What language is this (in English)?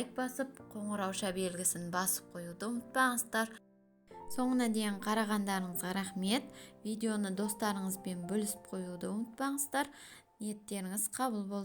Kazakh